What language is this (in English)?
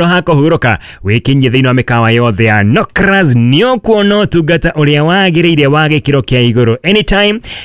Kikuyu